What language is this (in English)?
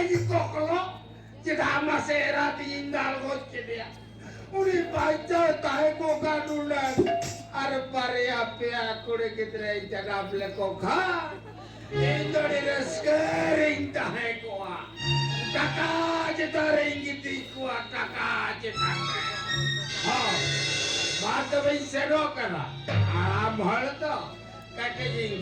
Santali